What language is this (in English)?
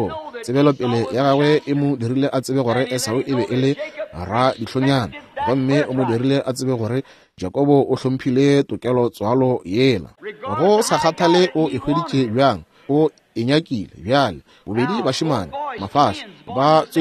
Northern Sotho